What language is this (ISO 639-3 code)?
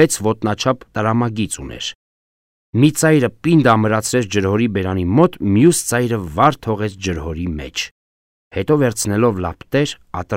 hye